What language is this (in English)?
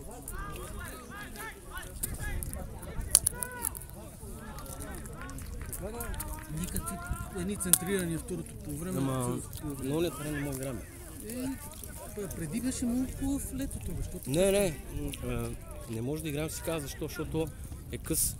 Bulgarian